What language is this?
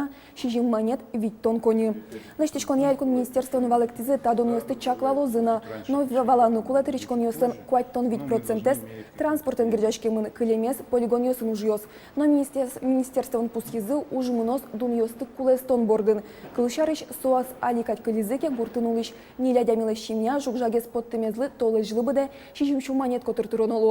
Udmurt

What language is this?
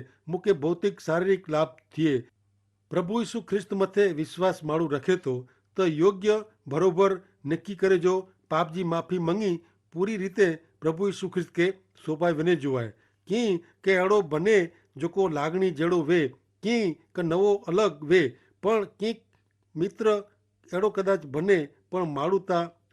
Kachhi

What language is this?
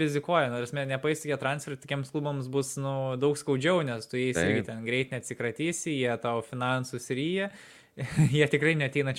Lithuanian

